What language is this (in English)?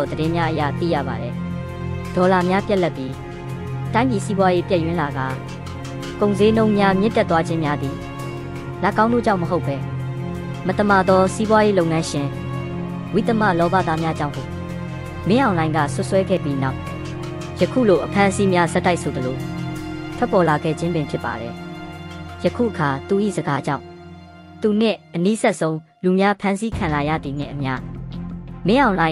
Burmese